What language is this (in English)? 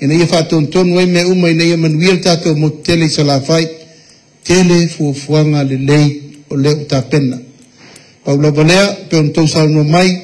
Samoan